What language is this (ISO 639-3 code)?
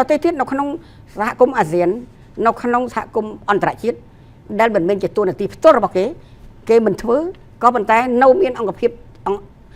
khm